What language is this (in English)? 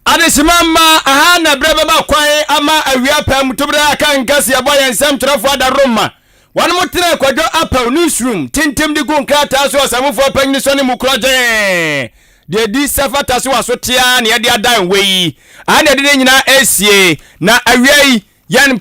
Akan